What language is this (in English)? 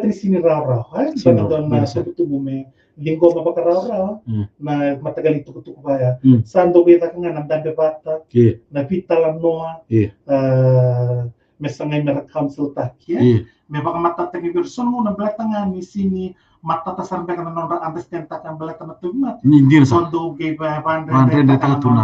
Fijian